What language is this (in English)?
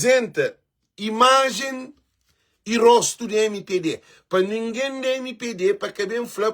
Kabuverdianu